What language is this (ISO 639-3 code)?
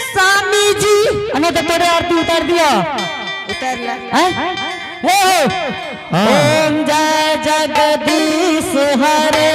anp